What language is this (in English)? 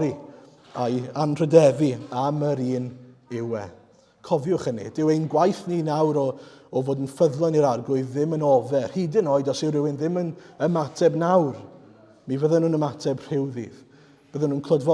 Welsh